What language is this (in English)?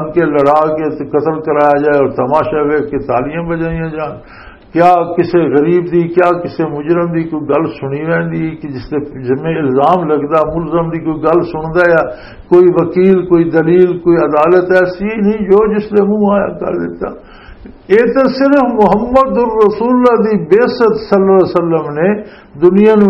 Western Panjabi